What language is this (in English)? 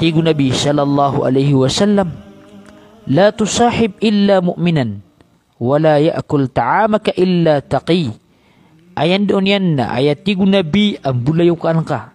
Maranao